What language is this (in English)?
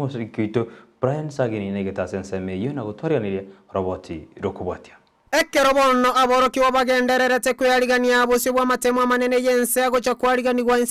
Gusii